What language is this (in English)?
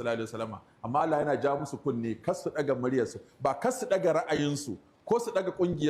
Hausa